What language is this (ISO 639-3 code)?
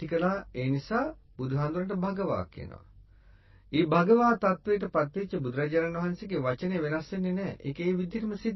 sin